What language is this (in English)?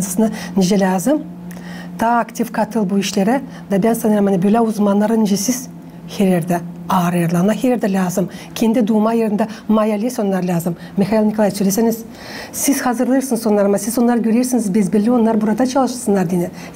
Gagauz